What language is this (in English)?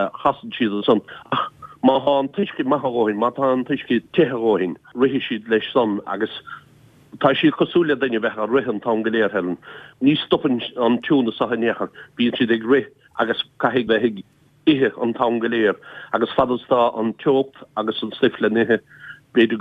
Irish